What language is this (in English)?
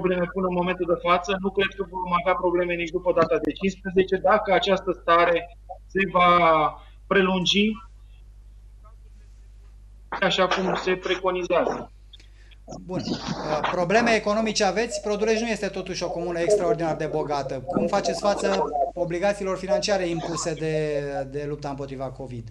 Romanian